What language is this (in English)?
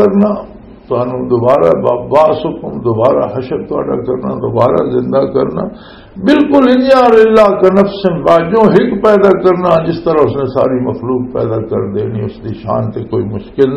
Western Panjabi